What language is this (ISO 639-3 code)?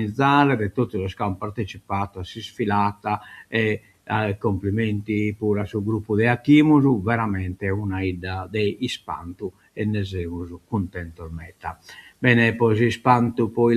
srd